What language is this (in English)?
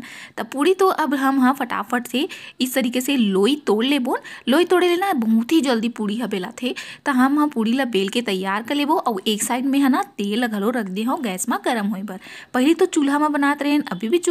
Chhattisgarhi